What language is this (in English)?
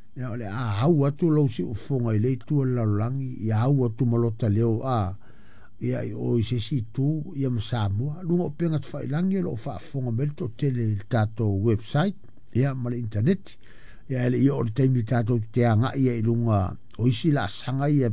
Samoan